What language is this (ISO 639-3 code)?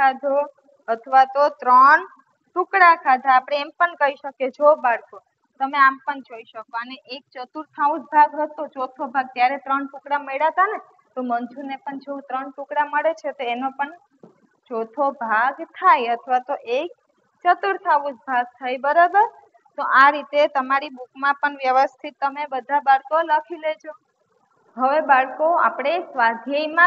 guj